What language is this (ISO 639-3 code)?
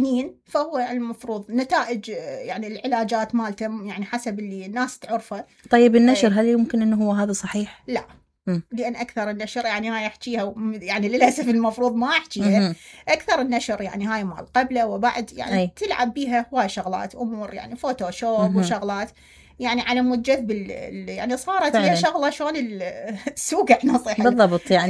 acm